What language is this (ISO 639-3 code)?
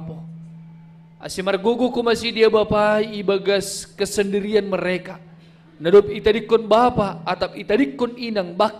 bts